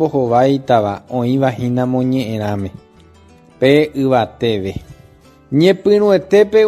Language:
Guarani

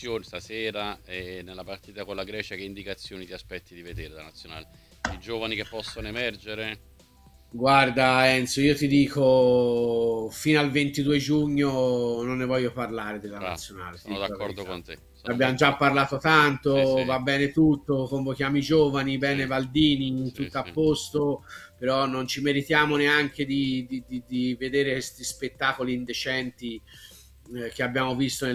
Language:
Italian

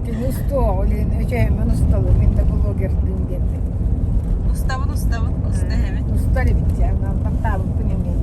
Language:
Yakut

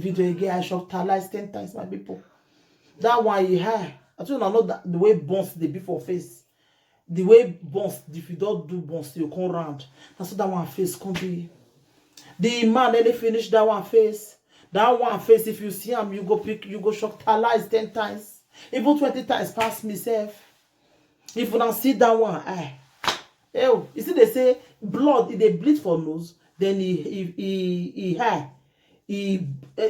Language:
Nigerian Pidgin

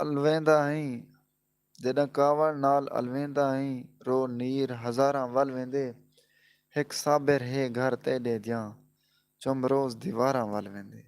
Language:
Saraiki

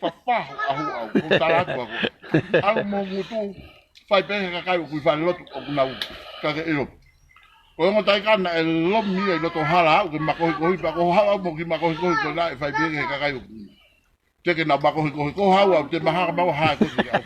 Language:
Tongan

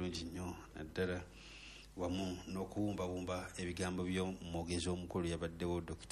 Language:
Ganda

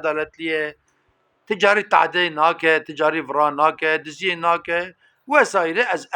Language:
Kurdish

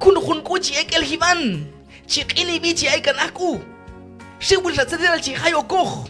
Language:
Q'anjob'al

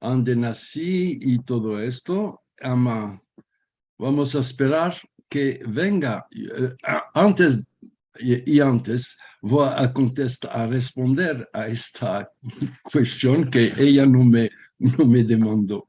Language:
Ladino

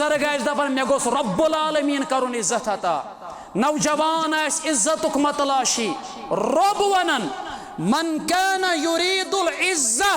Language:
Kashmiri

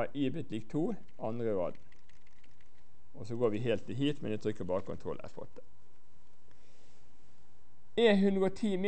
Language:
Norwegian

